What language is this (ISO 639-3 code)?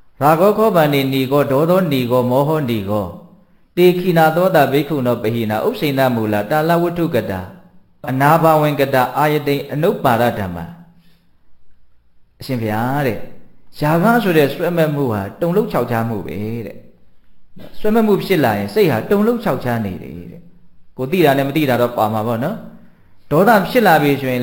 mya